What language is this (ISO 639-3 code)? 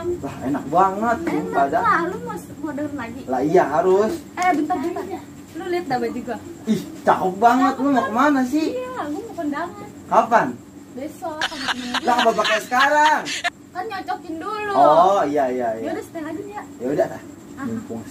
bew